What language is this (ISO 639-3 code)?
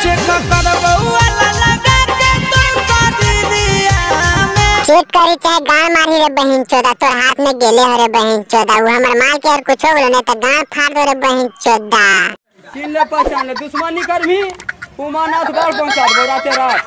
mag